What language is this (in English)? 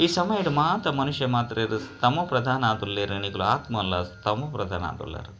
Tulu